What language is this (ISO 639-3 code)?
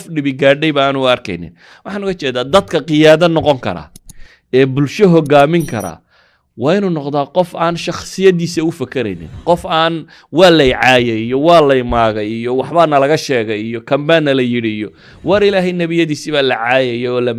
som